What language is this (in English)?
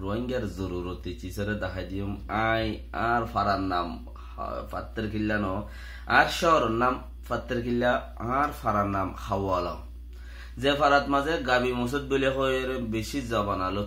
Rohingya